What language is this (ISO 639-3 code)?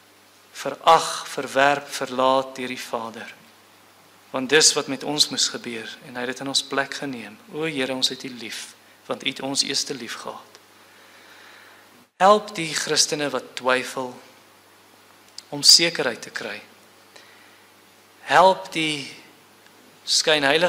afr